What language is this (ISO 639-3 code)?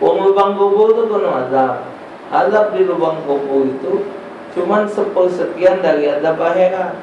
mui